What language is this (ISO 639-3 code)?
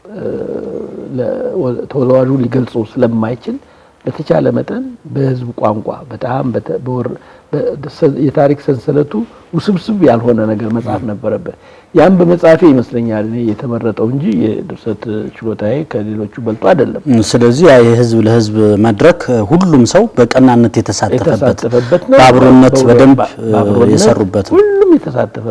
amh